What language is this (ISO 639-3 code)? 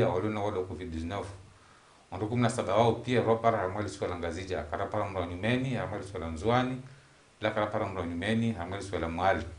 zdj